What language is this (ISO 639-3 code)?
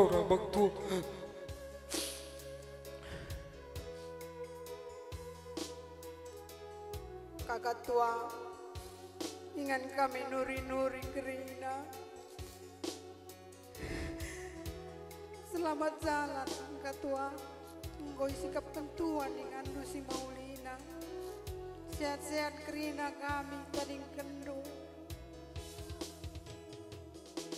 btx